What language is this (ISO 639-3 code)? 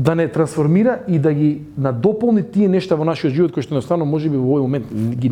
mkd